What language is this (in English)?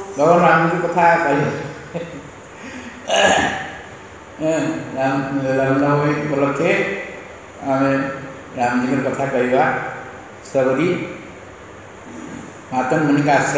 Odia